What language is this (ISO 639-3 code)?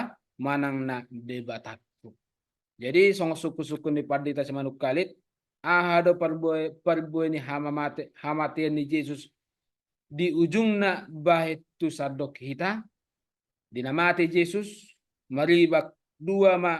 bbc